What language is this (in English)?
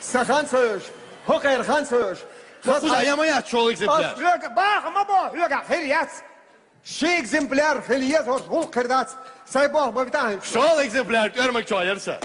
Chechen